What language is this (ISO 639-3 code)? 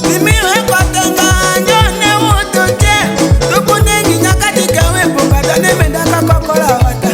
tll